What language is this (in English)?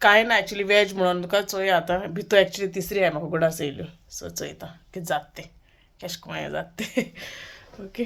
Konkani